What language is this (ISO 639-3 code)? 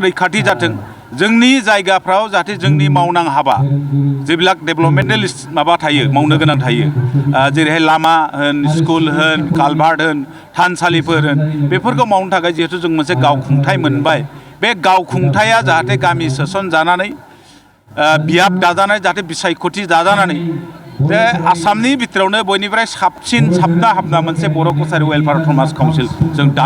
brx